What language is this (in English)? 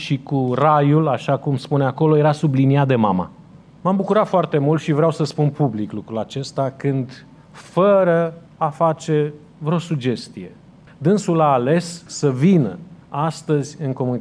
Romanian